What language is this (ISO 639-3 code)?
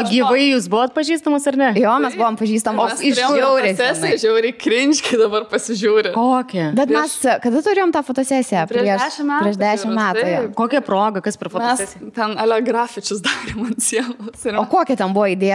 lit